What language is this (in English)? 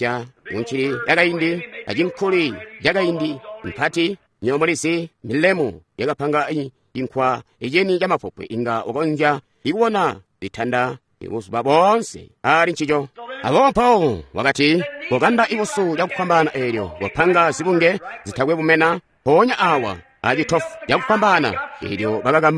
Tonga (Zambia)